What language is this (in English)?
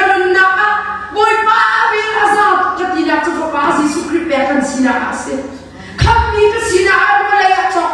Hakha Chin